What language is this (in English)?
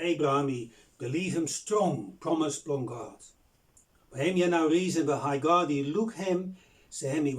Bislama